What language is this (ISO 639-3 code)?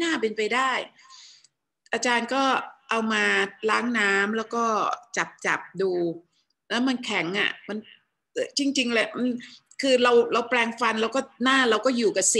tha